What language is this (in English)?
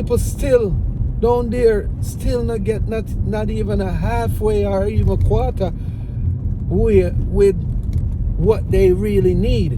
Jamaican Creole English